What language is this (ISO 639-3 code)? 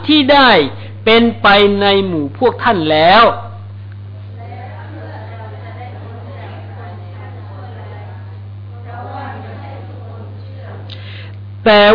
tha